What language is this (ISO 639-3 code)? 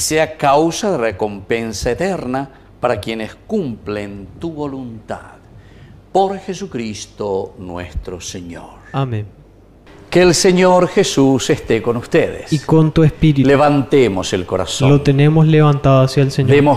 spa